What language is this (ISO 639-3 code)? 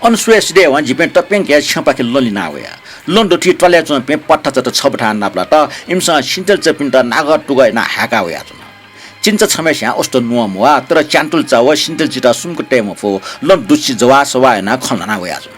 new